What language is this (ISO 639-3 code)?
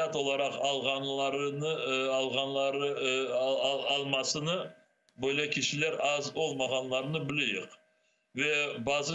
crh